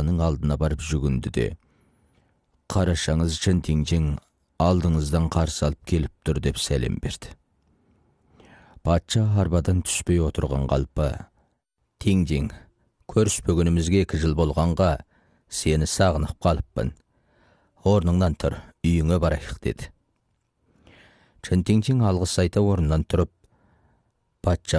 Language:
Kazakh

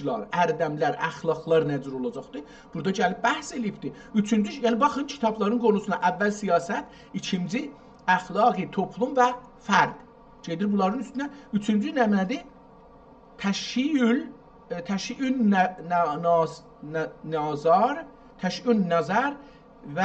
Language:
South Azerbaijani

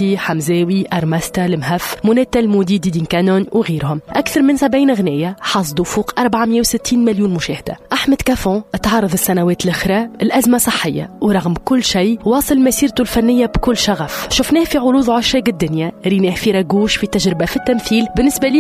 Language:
Tunisian Arabic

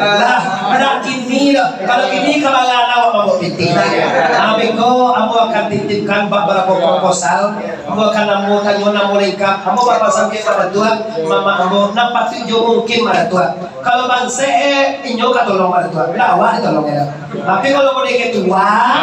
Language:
Minangkabau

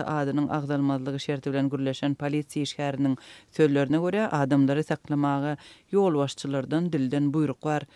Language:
Turkmen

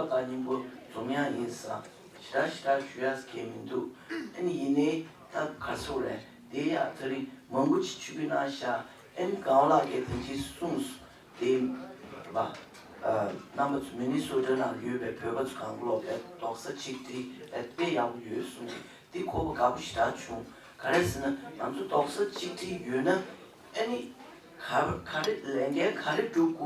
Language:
Tibetan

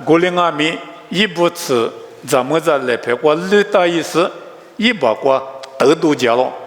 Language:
Lisu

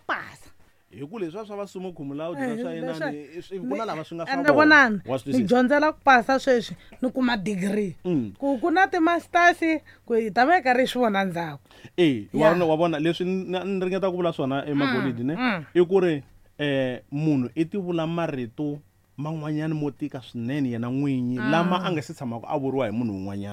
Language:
Tsonga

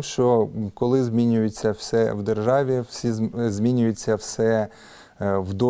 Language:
Ukrainian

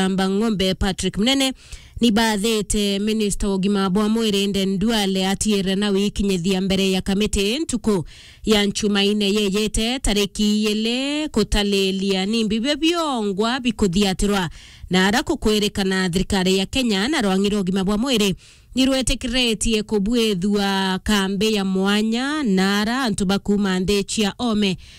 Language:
Meru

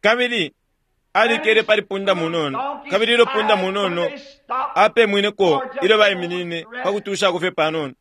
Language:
Bemba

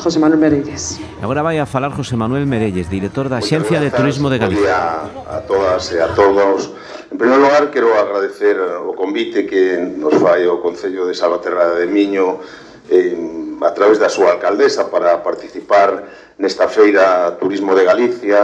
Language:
Galician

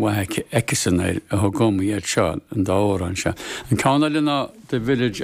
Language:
Irish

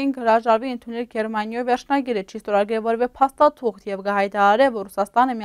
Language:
Western Armenian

